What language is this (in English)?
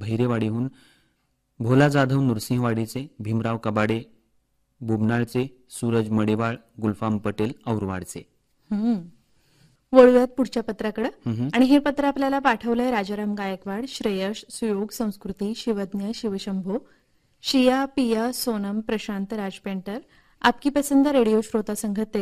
Marathi